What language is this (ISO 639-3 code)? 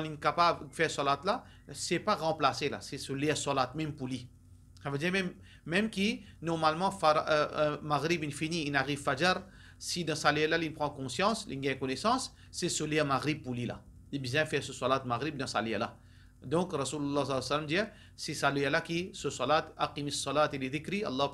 mfe